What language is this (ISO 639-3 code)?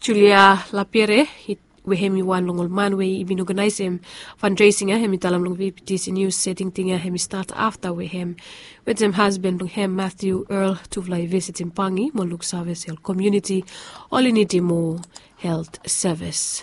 bis